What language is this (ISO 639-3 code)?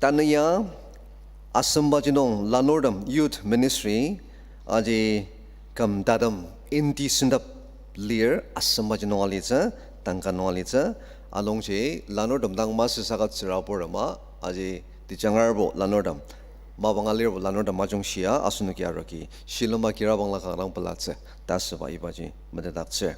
njo